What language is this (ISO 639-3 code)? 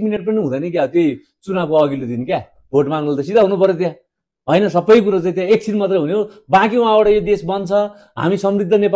nep